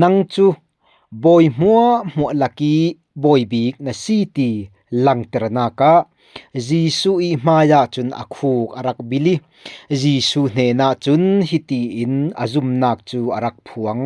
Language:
Falam Chin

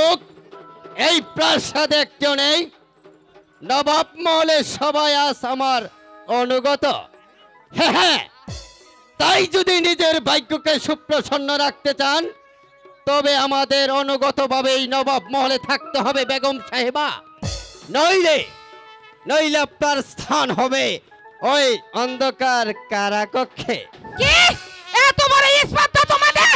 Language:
Bangla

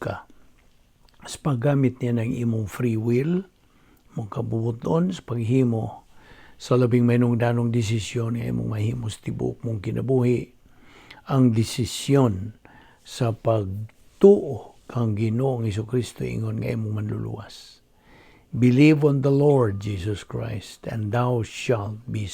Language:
Cebuano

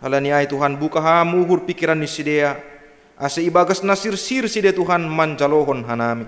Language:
Batak Simalungun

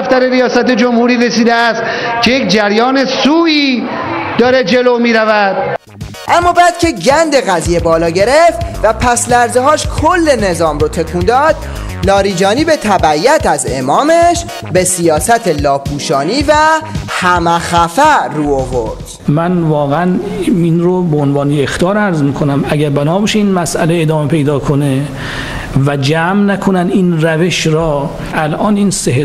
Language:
Persian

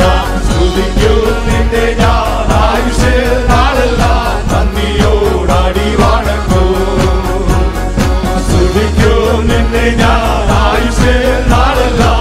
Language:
Malayalam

